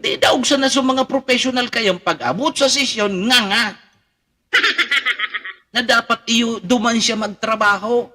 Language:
Bikol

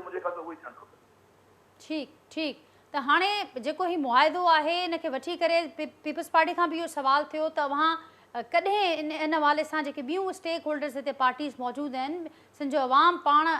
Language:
Sindhi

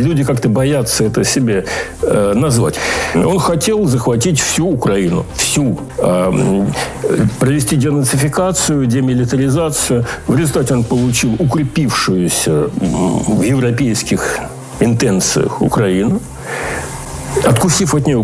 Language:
Russian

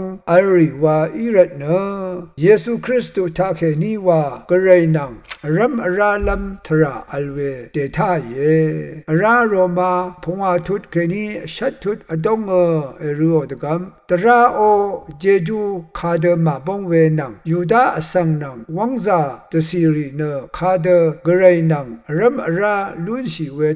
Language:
Rawang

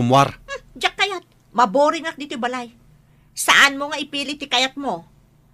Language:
Iloko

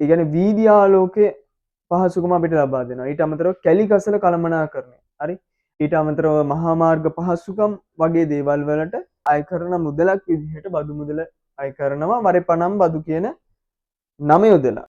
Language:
Sinhala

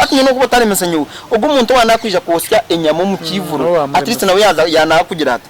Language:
Nyankole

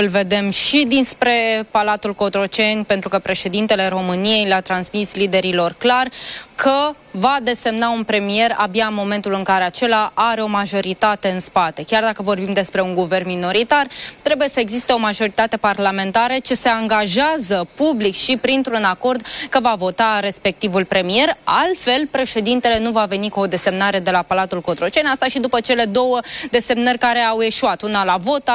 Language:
Romanian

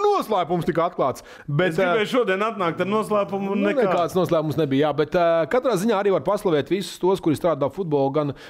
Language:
Latvian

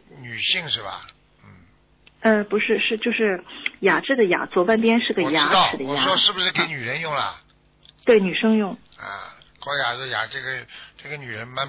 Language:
Chinese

